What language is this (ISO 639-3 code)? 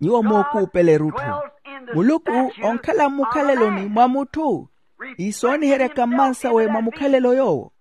vmw